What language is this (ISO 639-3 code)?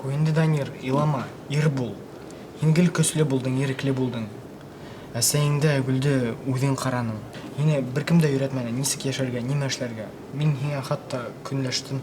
bak